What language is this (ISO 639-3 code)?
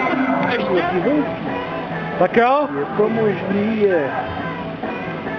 ces